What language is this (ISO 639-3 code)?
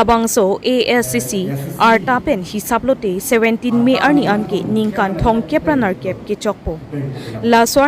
mjw